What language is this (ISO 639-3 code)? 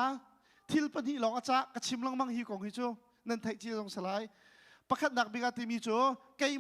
cnh